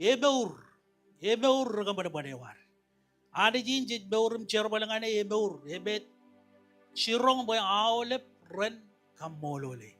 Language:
Marshallese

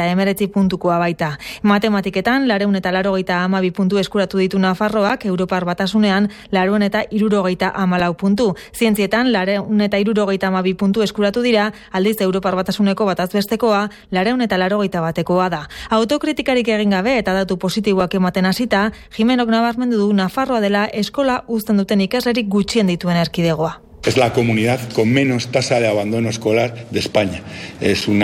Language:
Basque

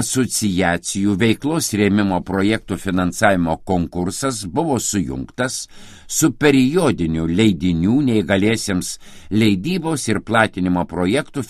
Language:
Lithuanian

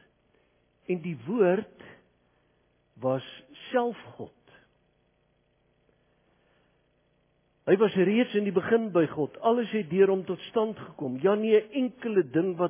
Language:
Afrikaans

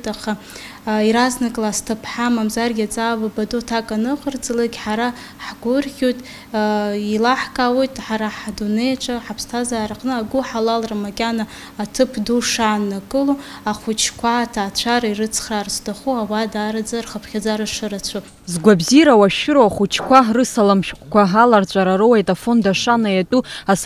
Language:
Abkhazian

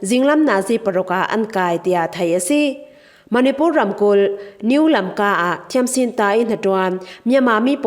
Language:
Falam Chin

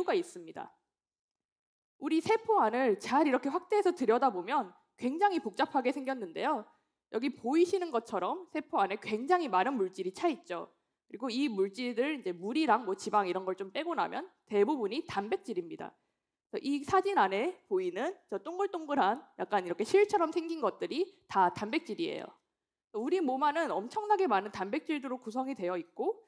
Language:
Korean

